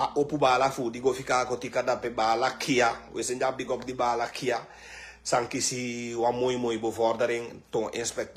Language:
Sranan Tongo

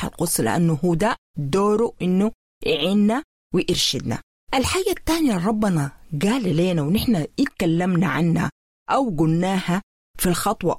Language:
Sudanese Arabic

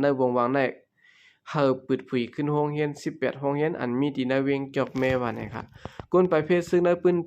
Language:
Shan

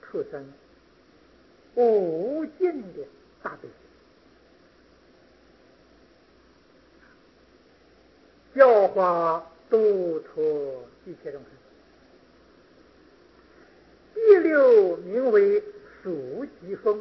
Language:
Chinese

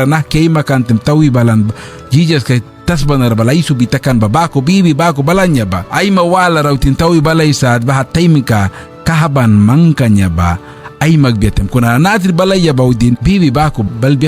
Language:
Mískito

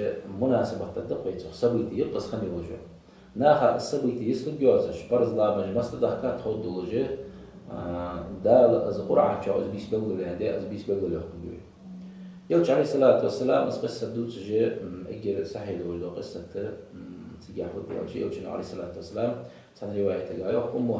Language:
Ingush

